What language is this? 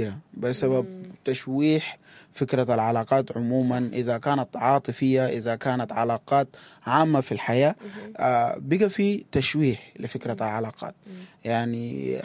Sudanese Arabic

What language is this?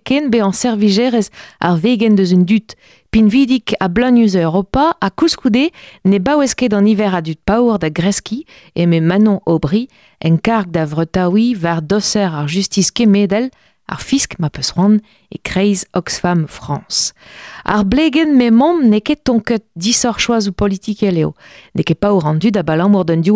Breton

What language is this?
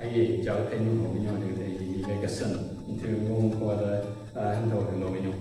Southern Rengma Naga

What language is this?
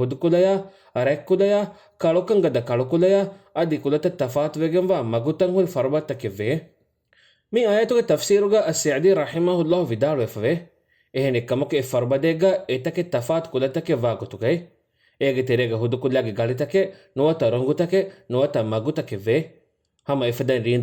Divehi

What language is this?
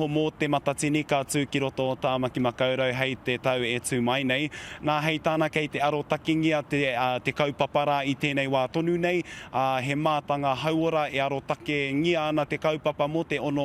Māori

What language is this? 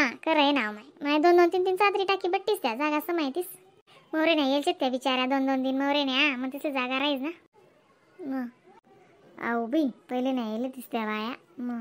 Khandesi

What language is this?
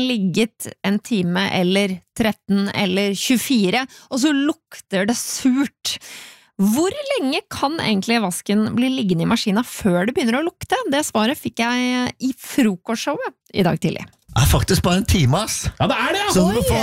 Norwegian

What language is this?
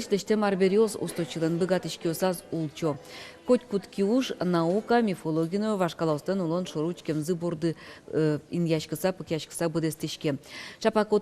Udmurt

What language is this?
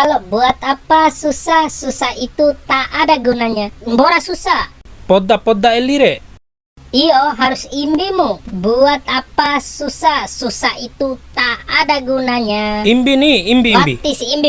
Bima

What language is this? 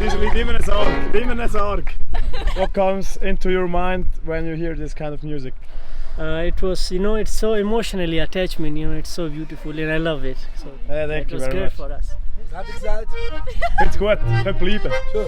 Swiss German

